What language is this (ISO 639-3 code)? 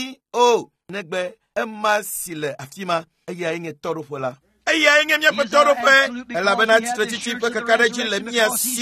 ewe